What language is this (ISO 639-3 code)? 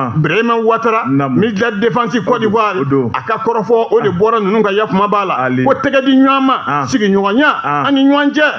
bam